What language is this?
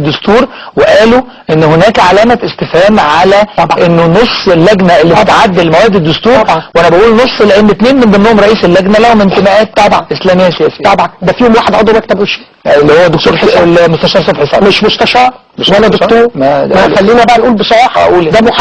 Egyptian Arabic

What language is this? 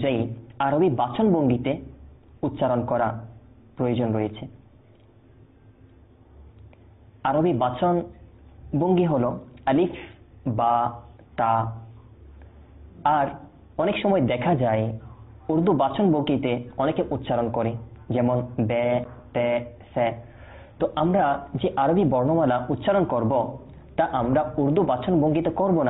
Bangla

